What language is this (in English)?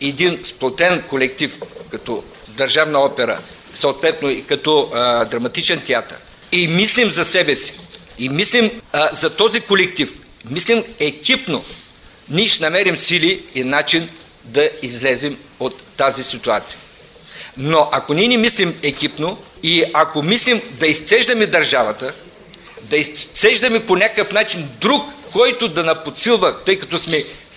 Bulgarian